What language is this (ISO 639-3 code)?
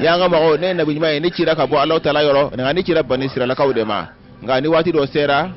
bam